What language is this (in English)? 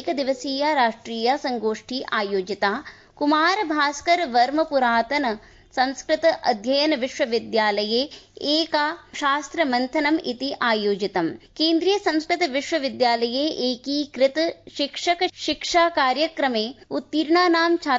Sanskrit